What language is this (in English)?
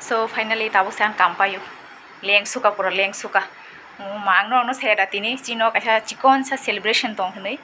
Kok Borok